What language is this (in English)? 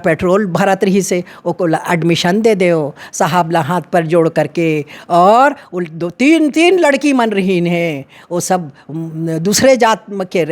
Chhattisgarhi